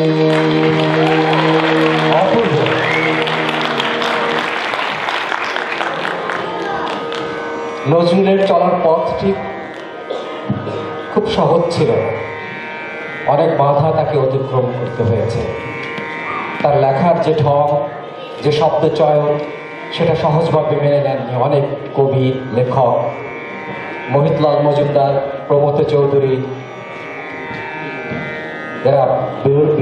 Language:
Bangla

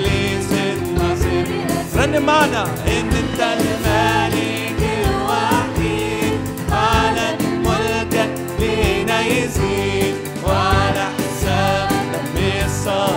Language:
Egyptian Arabic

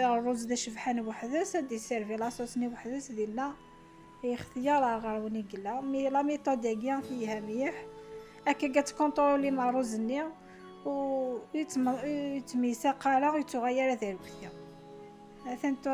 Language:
Kabyle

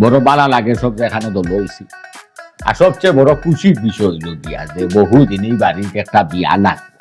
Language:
Sylheti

